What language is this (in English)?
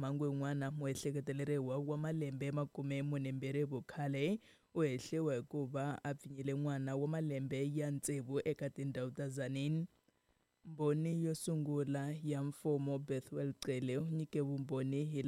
Tsonga